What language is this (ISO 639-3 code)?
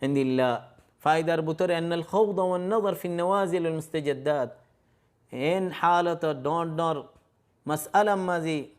rhg